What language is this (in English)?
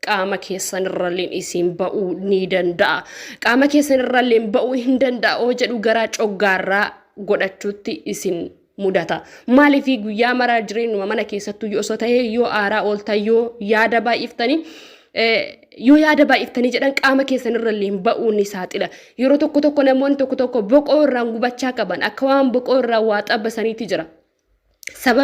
Oromo